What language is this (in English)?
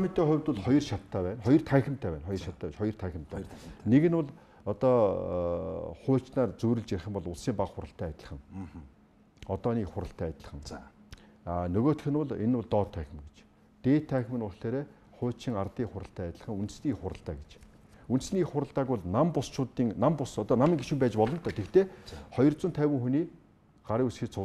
Mongolian